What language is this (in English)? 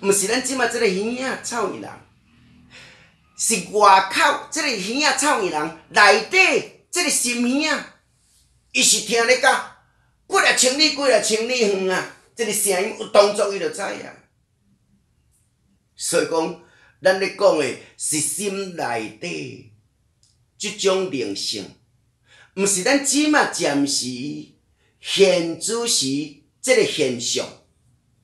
Min Nan Chinese